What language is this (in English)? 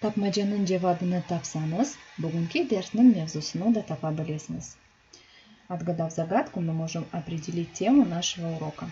Crimean Tatar